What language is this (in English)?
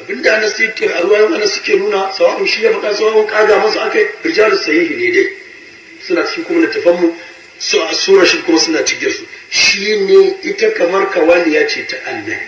Hausa